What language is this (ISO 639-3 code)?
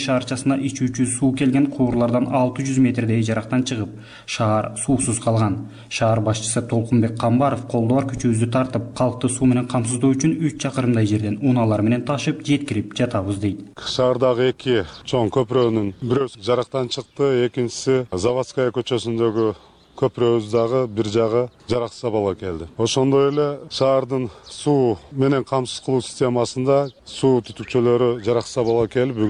kir